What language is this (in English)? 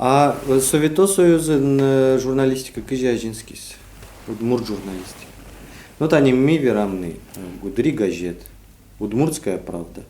Udmurt